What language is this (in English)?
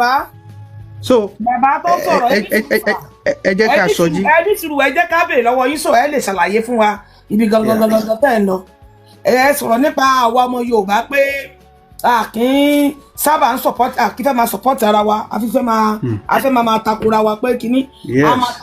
Yoruba